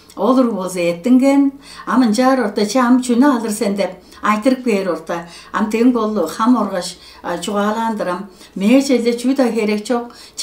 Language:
Tuvinian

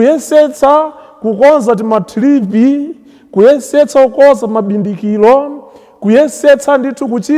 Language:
Nyanja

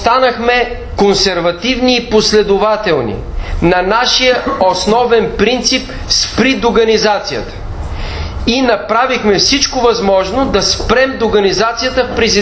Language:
Bulgarian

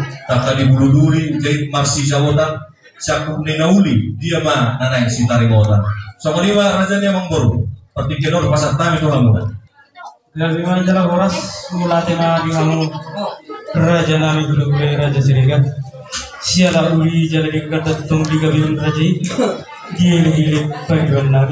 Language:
Batak Toba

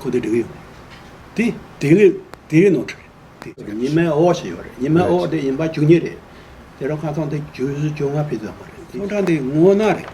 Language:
Tibetan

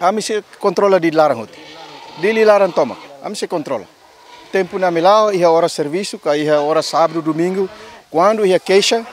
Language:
Tetum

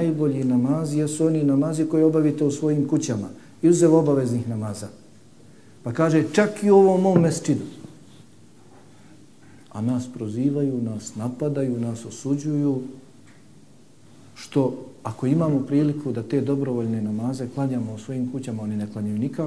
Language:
Bosnian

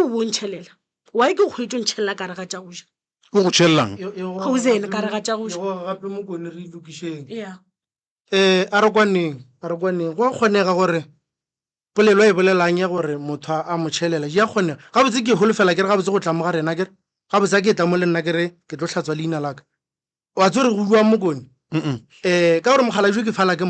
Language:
Northern Sotho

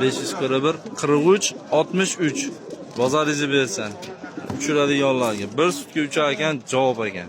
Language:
Uzbek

